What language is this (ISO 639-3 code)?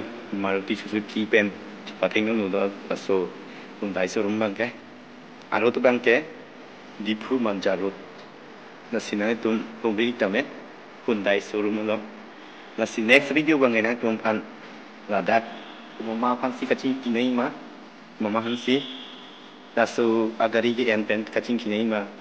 mjw